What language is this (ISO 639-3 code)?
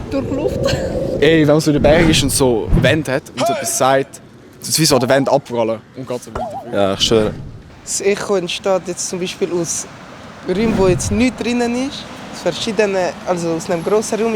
gsw